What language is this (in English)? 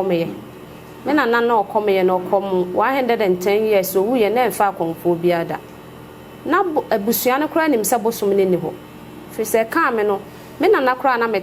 Akan